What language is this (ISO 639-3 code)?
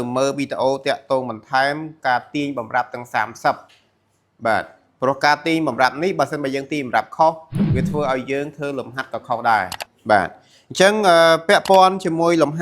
khm